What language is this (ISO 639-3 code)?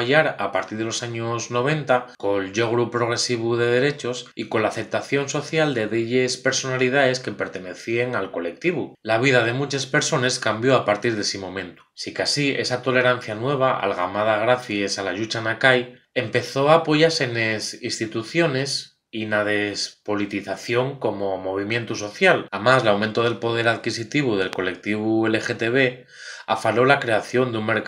ast